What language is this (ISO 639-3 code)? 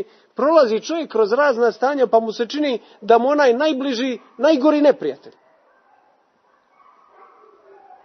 hrv